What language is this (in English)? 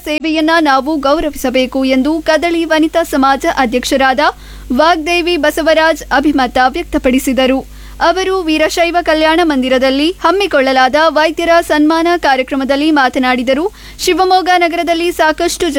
Kannada